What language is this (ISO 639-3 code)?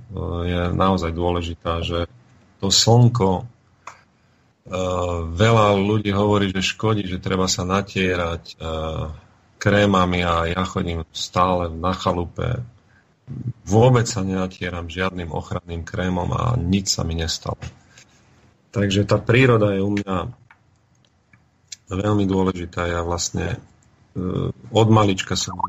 slk